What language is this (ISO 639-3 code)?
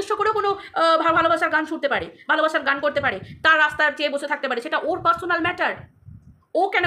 ben